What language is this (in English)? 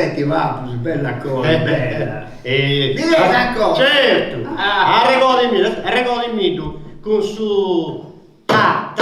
Sardinian